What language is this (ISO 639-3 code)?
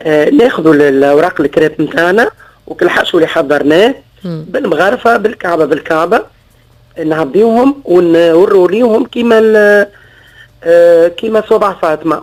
aeb